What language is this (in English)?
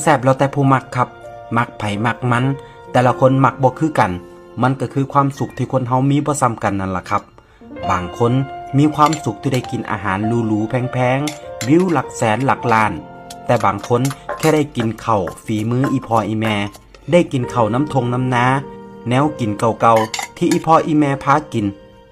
Northeastern Thai